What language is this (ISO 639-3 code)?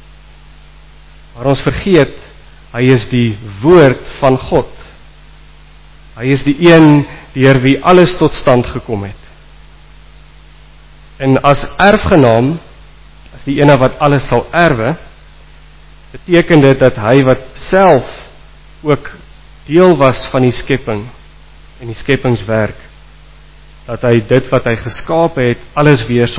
afr